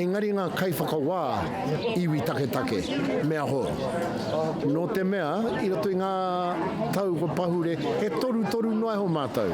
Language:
Māori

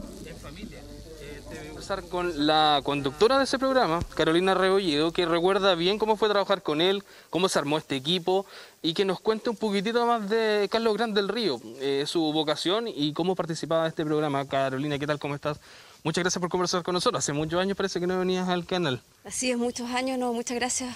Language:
Spanish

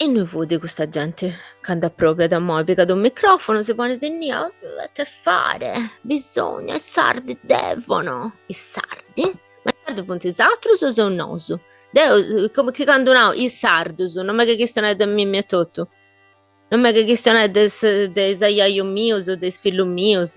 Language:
Sardinian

